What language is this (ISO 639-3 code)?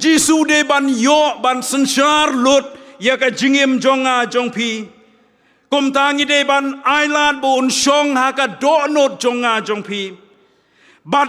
kha